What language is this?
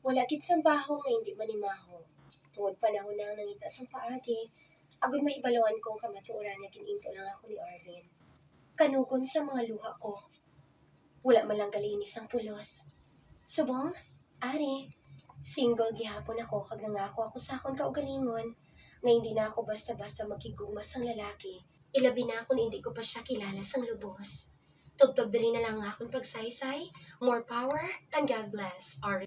Hiligaynon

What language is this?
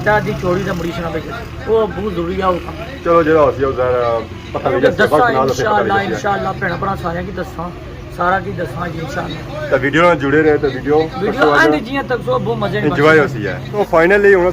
Pahari-Potwari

